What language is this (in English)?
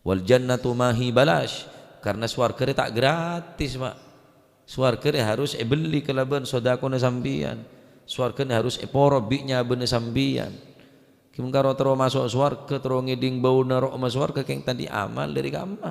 Madurese